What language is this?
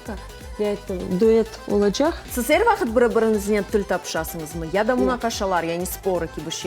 Crimean Tatar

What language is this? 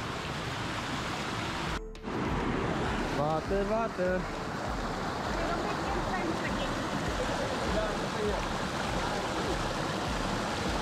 Afrikaans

